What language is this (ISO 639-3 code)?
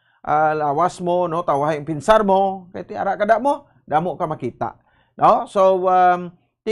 hil